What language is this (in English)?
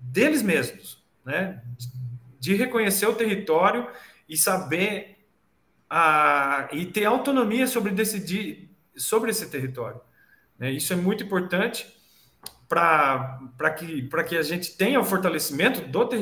Portuguese